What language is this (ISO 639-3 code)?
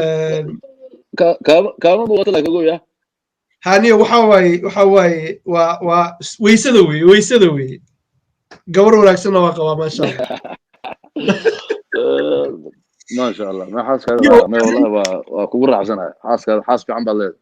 som